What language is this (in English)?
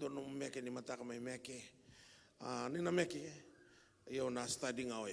Fijian